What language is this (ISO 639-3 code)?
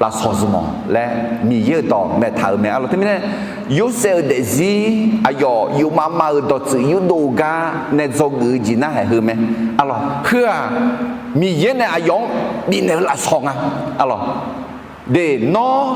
ahk